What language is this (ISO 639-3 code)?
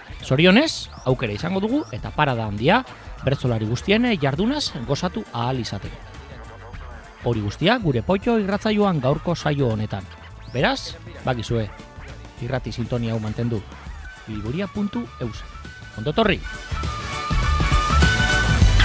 eus